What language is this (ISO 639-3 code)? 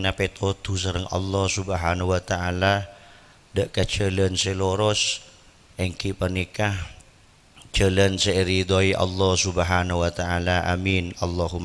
mad